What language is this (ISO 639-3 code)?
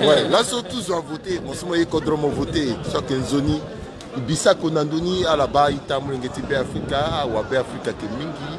sag